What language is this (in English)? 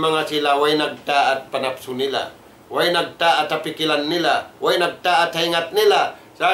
Tausug